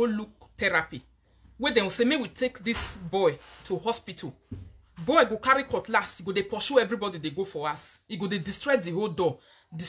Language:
Nigerian Pidgin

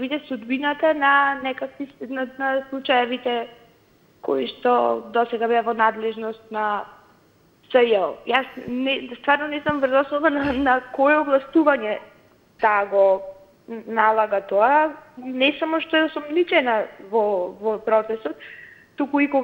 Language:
Macedonian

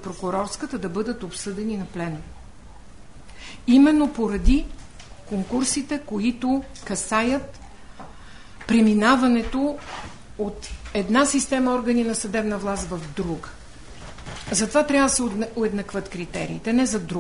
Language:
Bulgarian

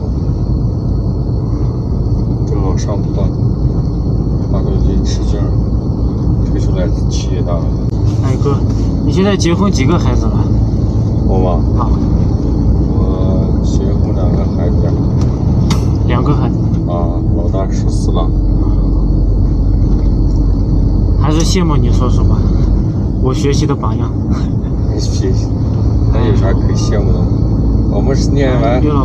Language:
Chinese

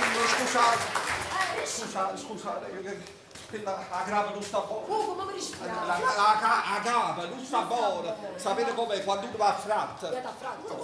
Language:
Neapolitan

